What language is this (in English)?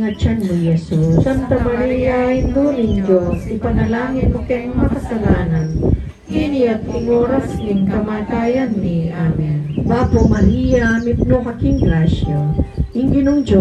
Pampanga